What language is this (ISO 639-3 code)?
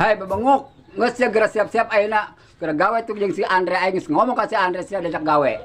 sun